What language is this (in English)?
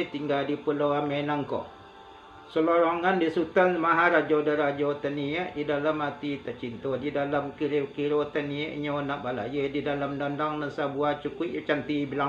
Minangkabau